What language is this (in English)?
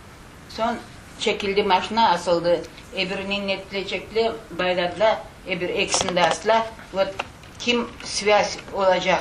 Crimean Tatar